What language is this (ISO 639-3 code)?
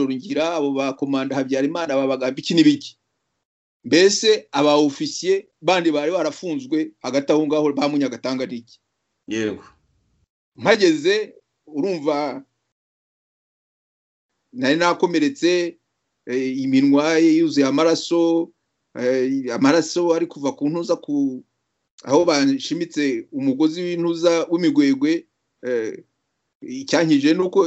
kin